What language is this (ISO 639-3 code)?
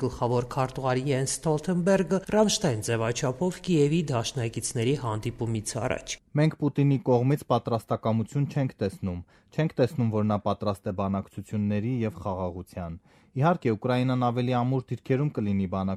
hye